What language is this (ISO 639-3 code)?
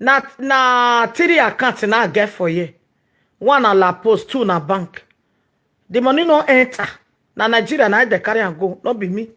pcm